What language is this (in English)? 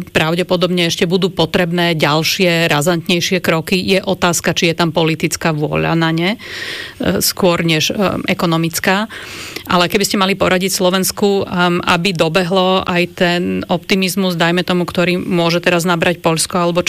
Slovak